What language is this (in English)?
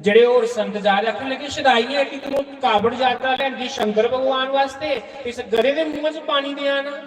Dogri